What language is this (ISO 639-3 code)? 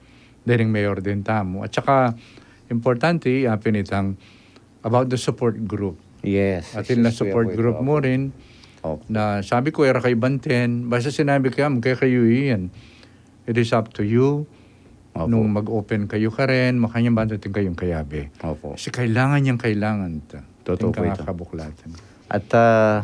pam